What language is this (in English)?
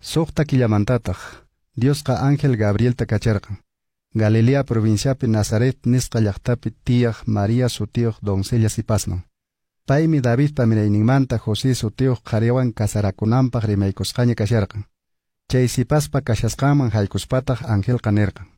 Quechua